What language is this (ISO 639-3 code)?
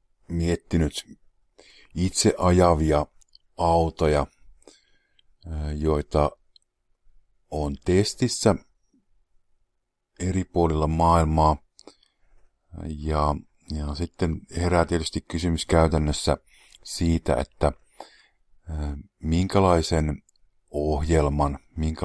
fin